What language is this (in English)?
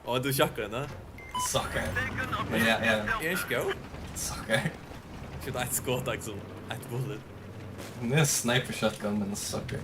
Faroese